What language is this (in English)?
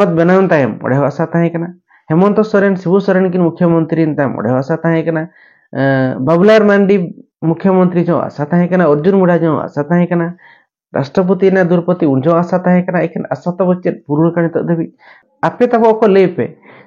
Santali